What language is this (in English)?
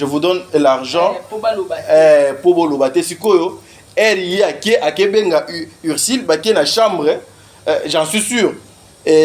Lingala